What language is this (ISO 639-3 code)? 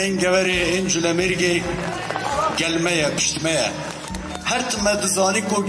kur